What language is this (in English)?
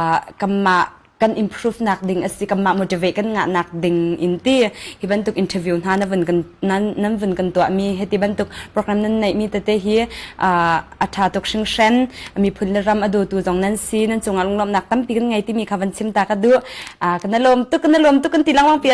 Hakha Chin